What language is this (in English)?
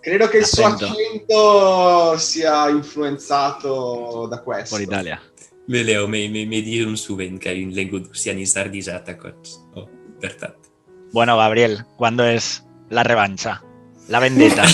Occitan